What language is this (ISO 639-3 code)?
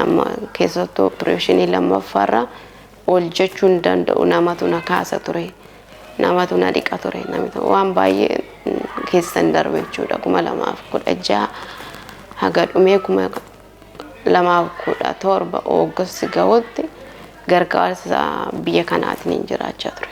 orm